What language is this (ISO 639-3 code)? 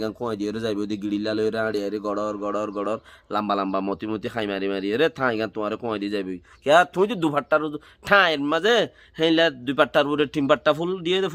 rhg